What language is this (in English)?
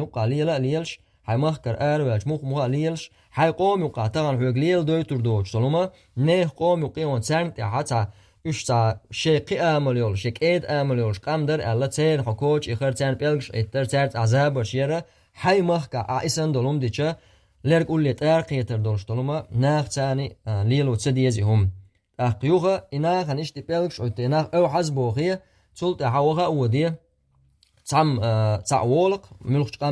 Chechen